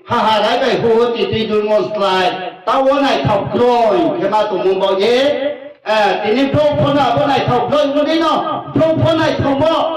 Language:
Riang (India)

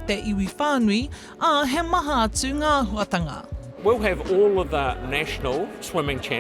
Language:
Māori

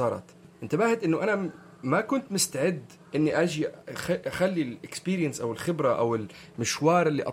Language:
North Levantine Arabic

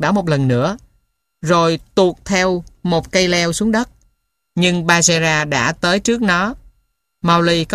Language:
Vietnamese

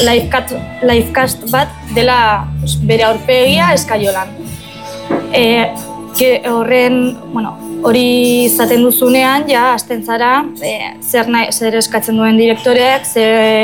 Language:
Basque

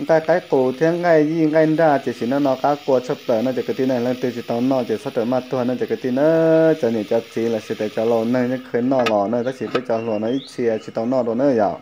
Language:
Hmong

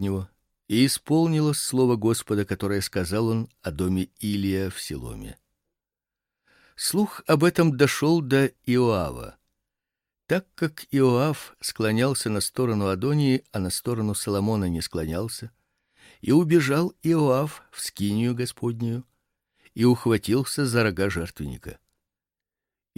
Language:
Russian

